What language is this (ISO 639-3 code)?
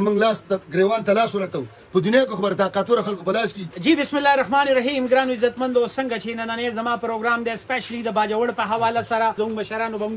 pus